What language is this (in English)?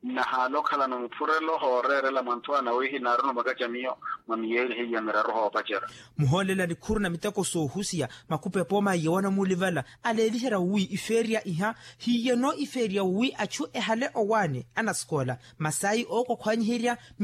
Makhuwa